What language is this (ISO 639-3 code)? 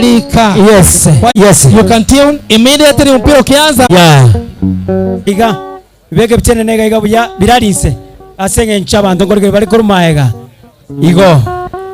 guz